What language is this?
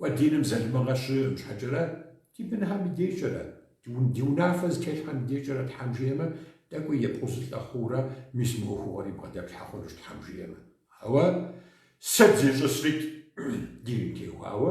Kabardian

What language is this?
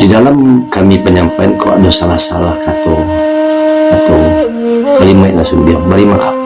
Minangkabau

